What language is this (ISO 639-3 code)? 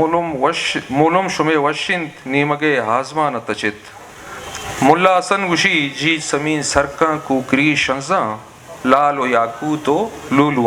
bgp